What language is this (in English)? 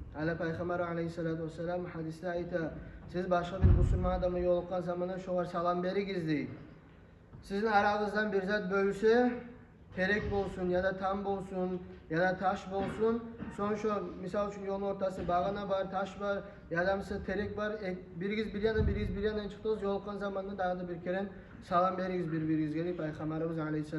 Kumyk